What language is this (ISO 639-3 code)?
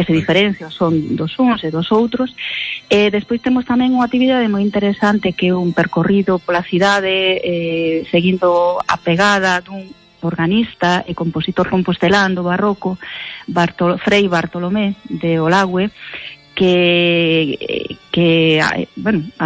glg